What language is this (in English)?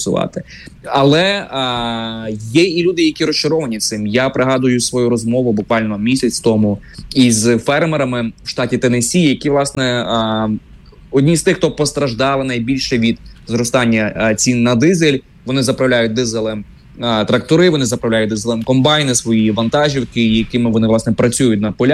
Ukrainian